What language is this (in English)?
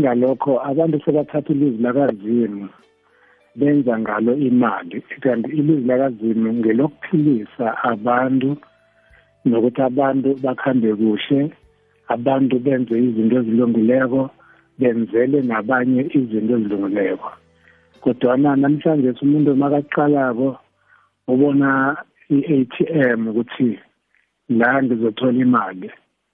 South Ndebele